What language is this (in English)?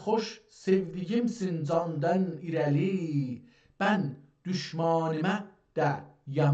South Azerbaijani